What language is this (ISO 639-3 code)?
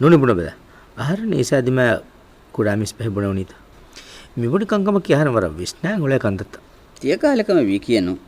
div